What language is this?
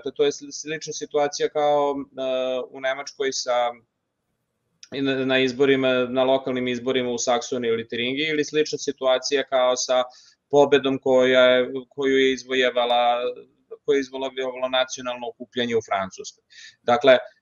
Serbian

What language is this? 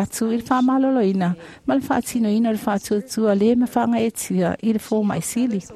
Samoan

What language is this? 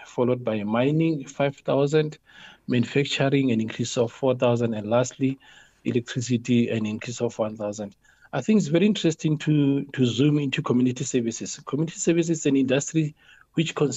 English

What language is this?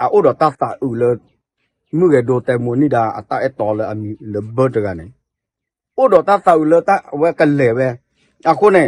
S'gaw Karen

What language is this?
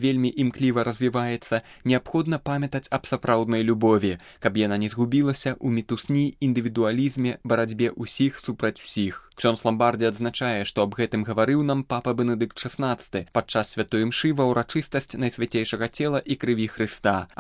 Belarusian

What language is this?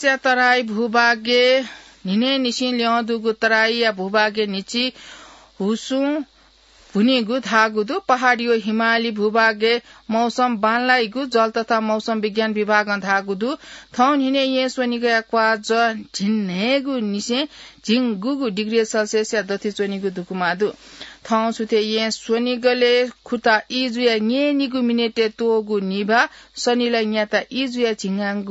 Newari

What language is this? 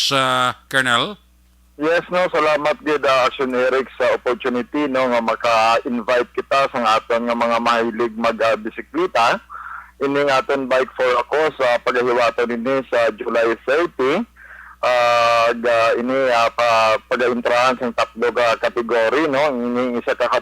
Hiligaynon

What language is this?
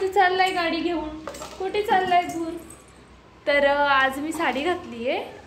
Marathi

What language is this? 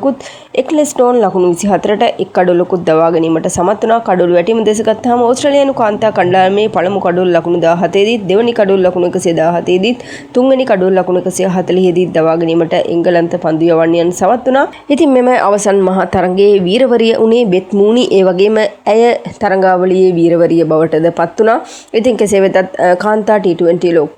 Sinhala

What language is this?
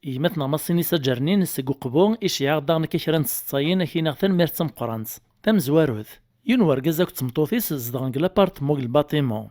Kabyle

